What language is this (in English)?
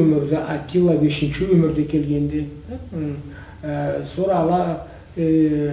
Karachay-Balkar